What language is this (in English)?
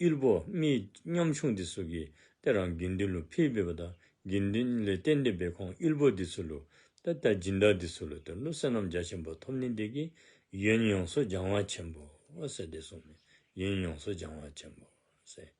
Dzongkha